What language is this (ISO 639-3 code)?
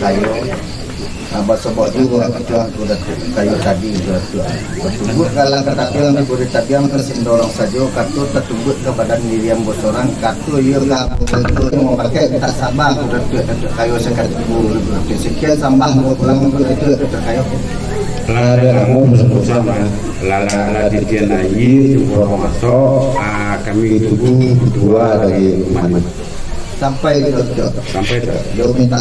min